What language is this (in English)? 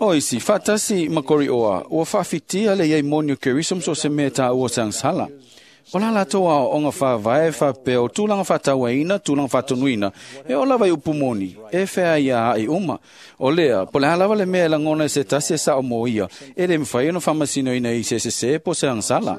Samoan